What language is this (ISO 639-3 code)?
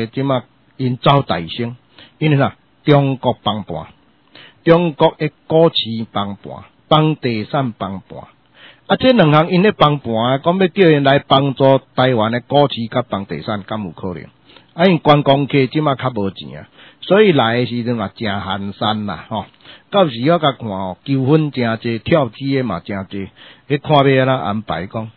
nan